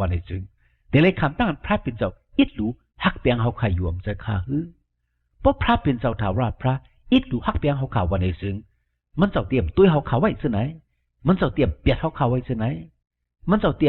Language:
Shan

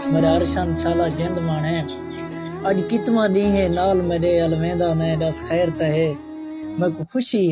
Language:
Saraiki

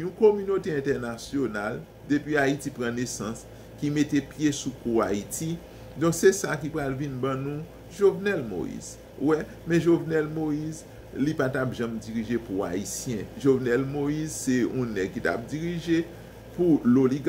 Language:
Haitian Creole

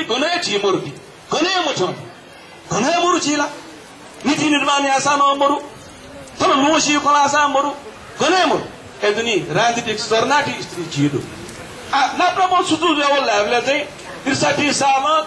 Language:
Newari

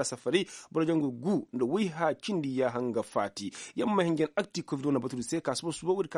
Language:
Koyraboro Senni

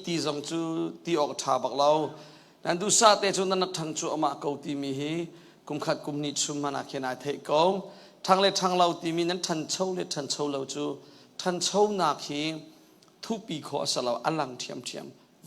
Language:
Hakha Chin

